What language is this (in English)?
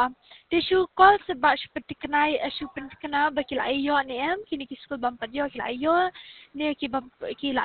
Khasi